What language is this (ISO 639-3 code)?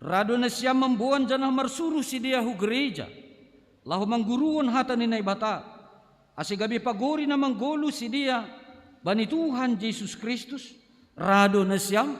bts